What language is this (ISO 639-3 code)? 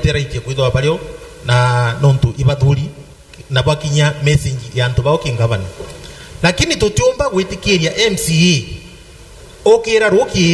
mer